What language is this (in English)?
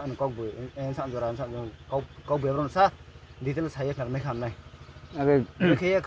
Riang (India)